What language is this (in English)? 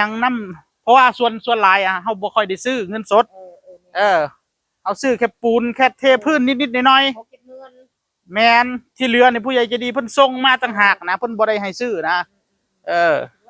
Northeastern Thai